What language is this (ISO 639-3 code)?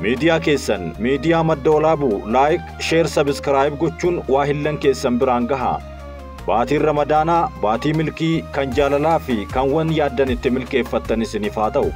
orm